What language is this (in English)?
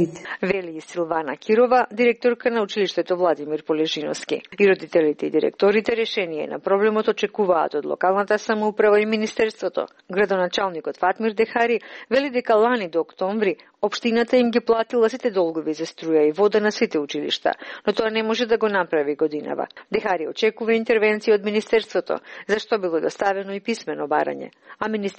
Macedonian